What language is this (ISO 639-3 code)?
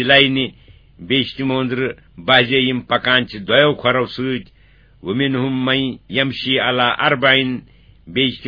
kas